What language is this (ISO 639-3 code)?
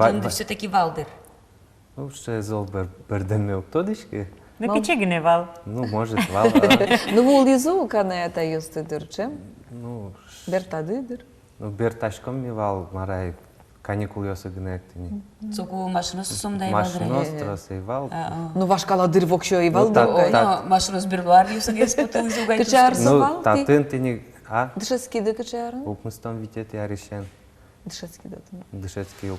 udm